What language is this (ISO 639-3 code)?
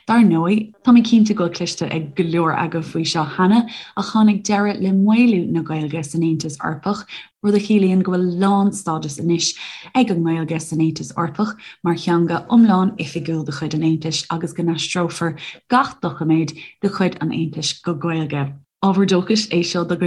gle